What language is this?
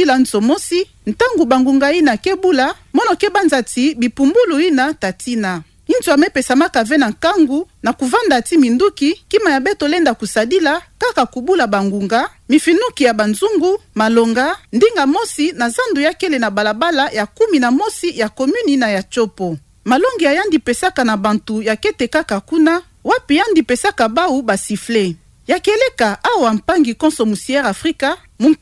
Kituba (Democratic Republic of Congo)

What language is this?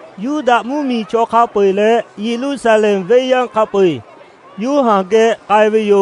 Lahu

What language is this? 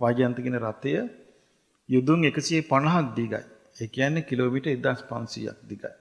Sinhala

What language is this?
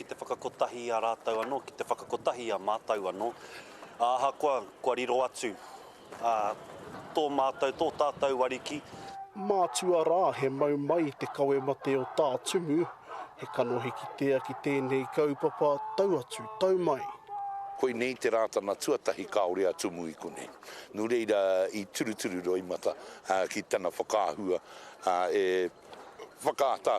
Māori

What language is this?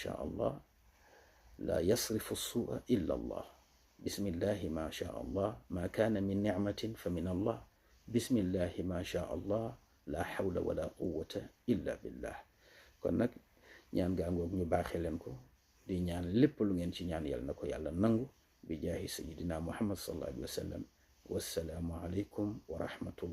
Wolof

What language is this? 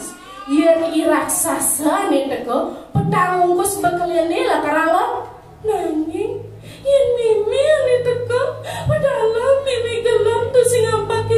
Balinese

